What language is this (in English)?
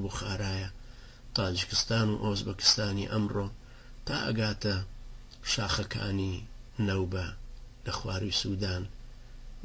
Central Kurdish